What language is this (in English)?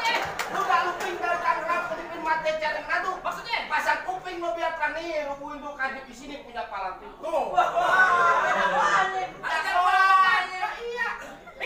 Betawi